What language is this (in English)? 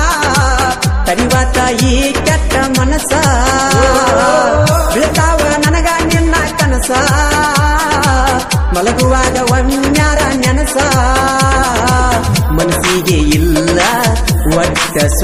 Kannada